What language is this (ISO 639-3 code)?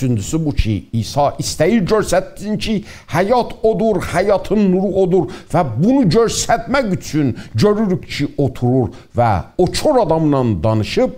azb